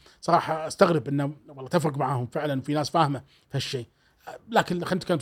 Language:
Gulf Arabic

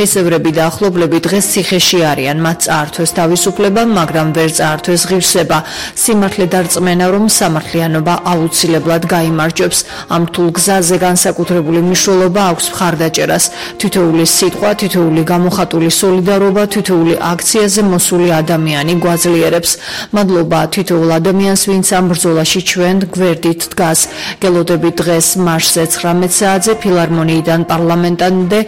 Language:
Georgian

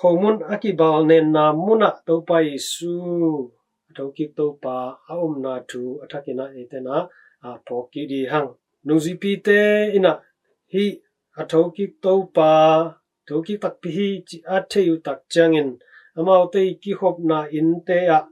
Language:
Tedim Chin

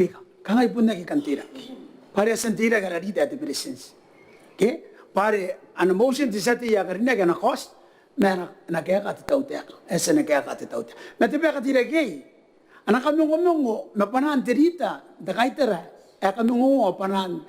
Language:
Gilbertese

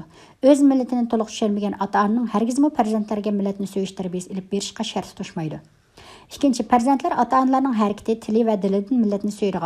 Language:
Uyghur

